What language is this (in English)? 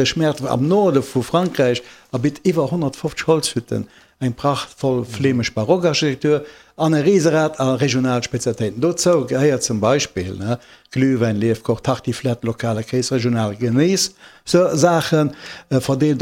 Luxembourgish